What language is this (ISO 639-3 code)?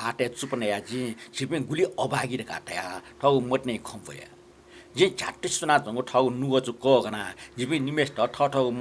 new